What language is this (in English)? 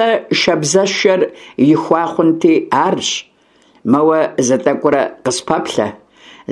Kabardian